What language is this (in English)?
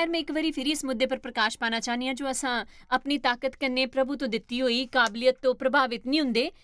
Dogri